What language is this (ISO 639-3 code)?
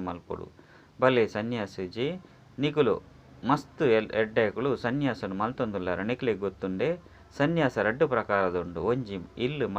tcy